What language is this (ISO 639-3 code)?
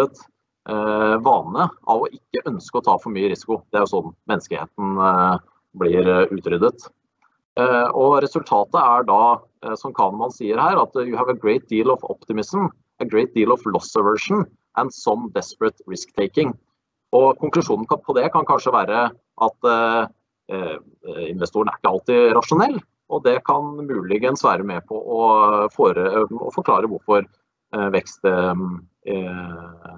nor